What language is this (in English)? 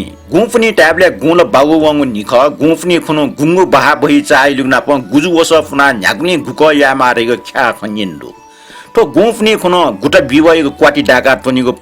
Newari